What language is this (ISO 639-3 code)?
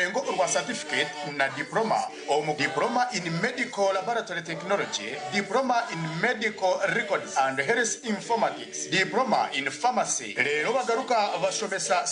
nyn